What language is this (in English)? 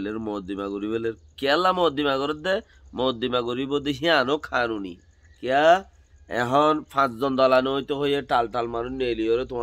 Rohingya